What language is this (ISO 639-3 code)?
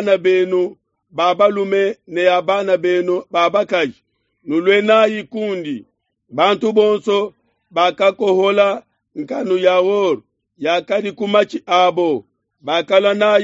lua